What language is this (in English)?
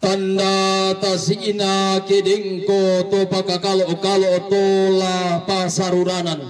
Toraja-Sa'dan